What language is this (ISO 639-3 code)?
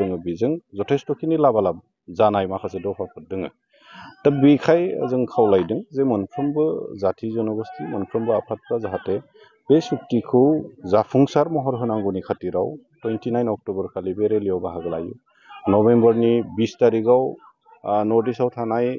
brx